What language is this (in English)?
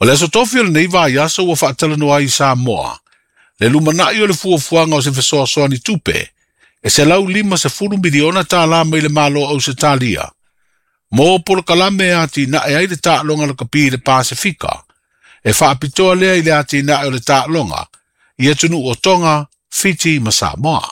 Samoan